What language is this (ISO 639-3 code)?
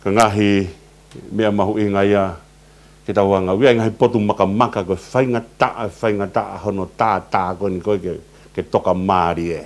ton